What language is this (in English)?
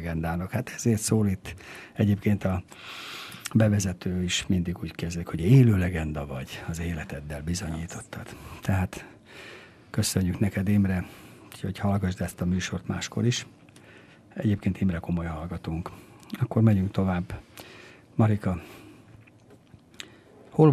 Hungarian